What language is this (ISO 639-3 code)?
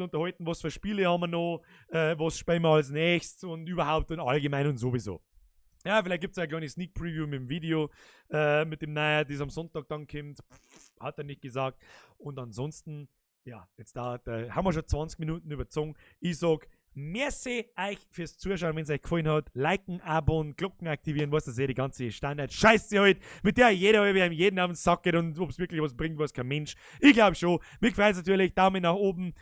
bar